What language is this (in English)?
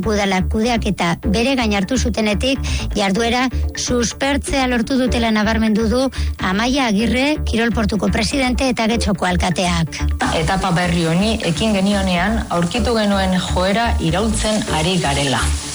Basque